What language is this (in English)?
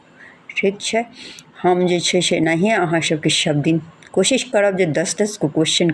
Maithili